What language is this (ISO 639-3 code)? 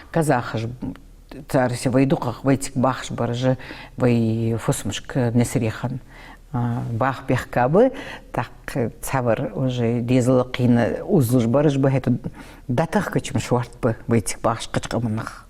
inh